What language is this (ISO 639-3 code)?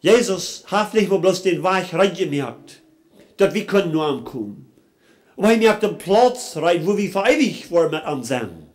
pdt